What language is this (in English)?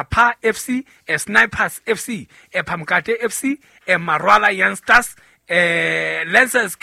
Southern Sotho